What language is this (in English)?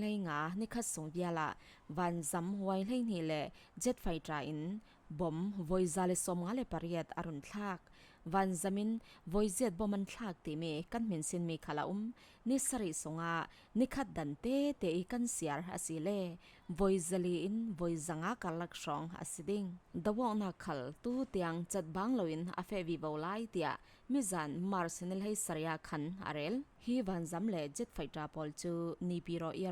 Falam Chin